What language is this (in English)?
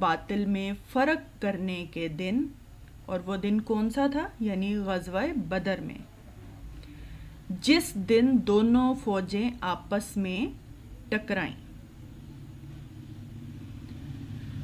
Urdu